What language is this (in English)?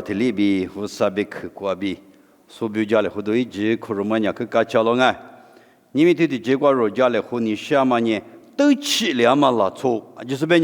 Lisu